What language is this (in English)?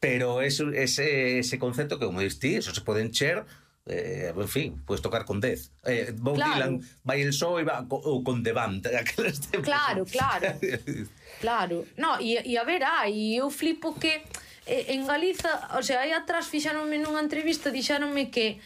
Galician